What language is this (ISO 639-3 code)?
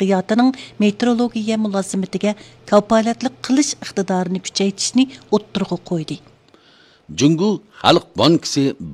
uig